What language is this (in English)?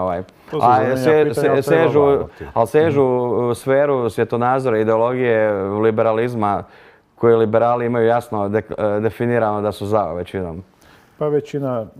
Croatian